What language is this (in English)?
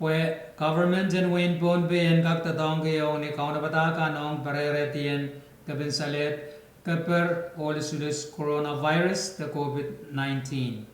Pohnpeian